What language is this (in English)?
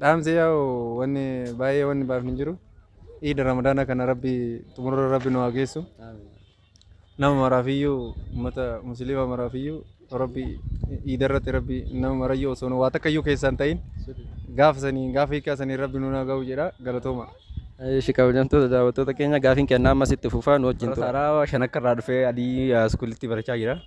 Oromo